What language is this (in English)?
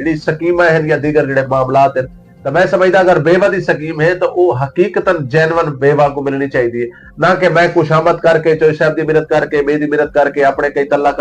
Western Panjabi